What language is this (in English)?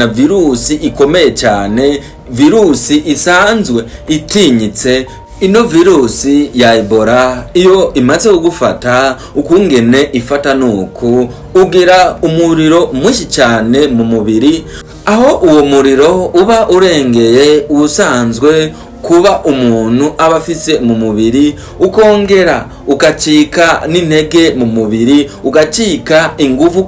Rundi